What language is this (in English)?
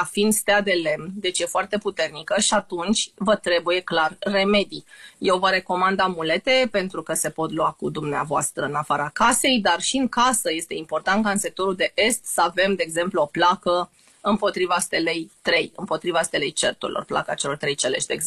Romanian